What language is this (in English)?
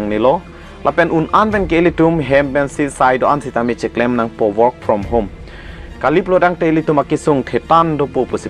Karbi